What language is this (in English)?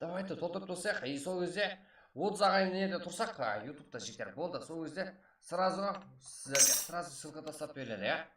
Kara-Kalpak